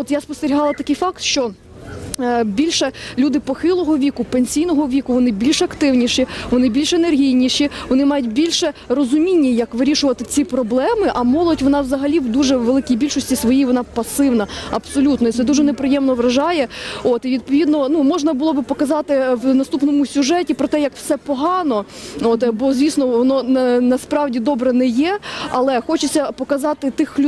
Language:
Ukrainian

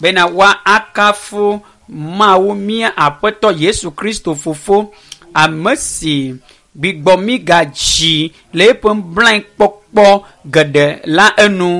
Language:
Ewe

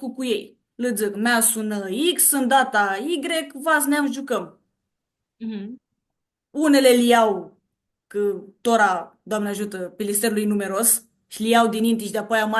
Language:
Aromanian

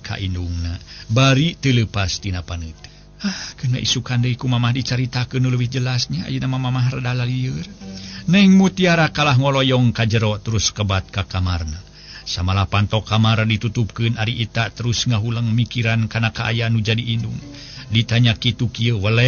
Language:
Sundanese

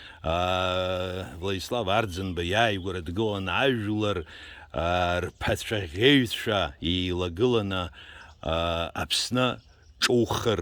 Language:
Abkhazian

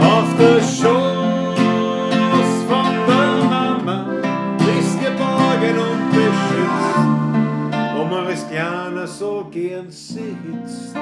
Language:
Bavarian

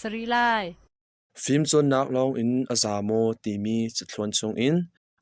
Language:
Hakha Chin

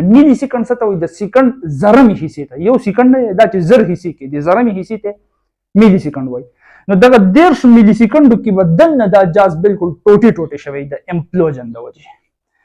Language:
Pashto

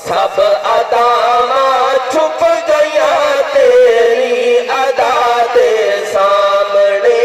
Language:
Saraiki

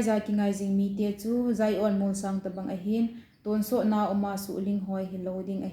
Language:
Thado Chin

